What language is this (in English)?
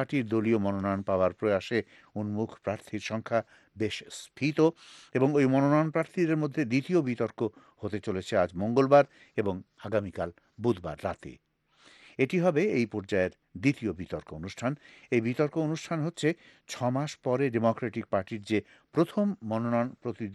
Bangla